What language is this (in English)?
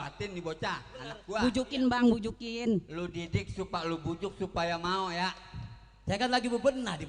Betawi